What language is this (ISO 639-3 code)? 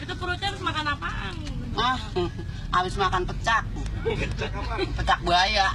bew